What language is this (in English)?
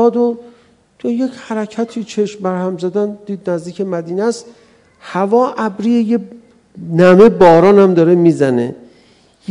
Persian